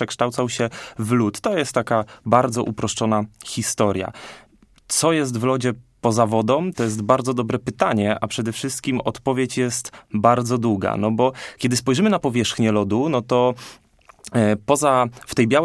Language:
Polish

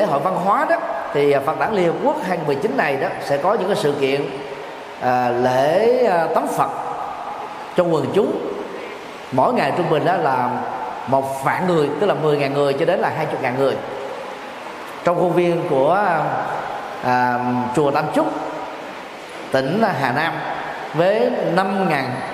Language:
Vietnamese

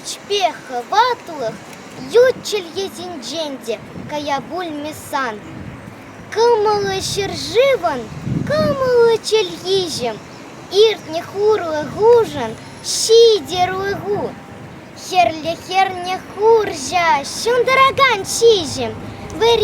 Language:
Chuvash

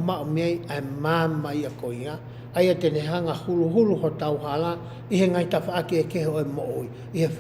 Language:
Tongan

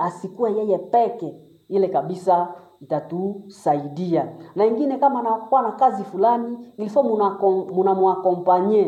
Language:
Swahili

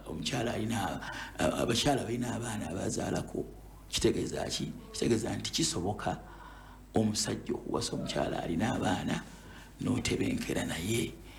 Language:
Ganda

